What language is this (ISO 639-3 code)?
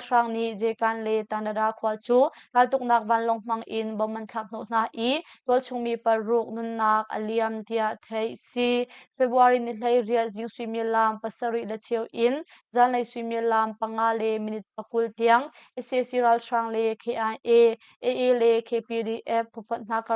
cnh